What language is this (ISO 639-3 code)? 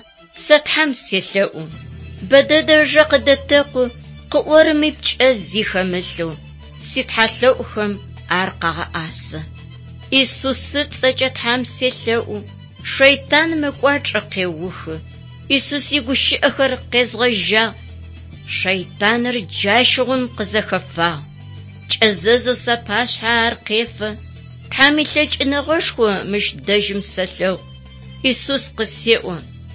ady